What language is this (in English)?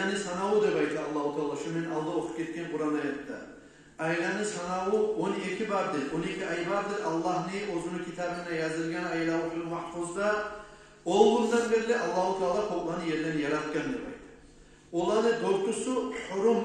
Kumyk